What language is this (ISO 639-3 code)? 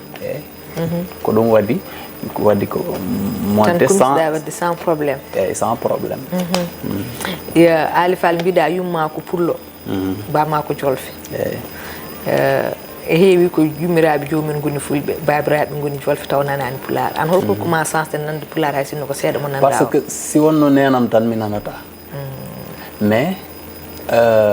ful